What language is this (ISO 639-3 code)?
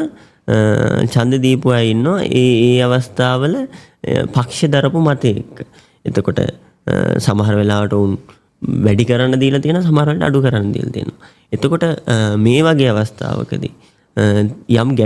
sin